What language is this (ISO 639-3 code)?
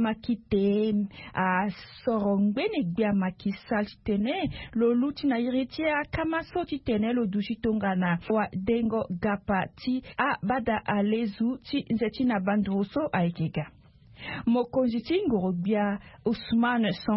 sag